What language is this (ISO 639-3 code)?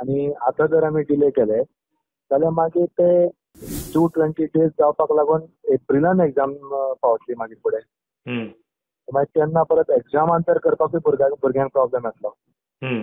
kok